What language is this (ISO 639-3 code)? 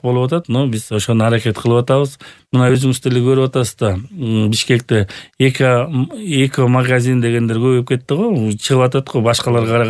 kir